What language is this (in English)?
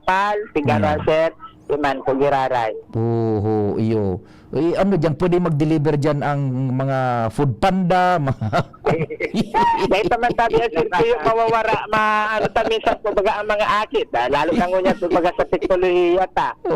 Bikol